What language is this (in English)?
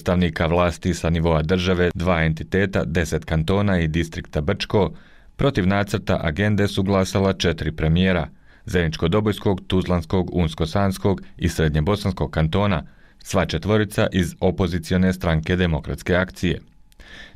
Bosnian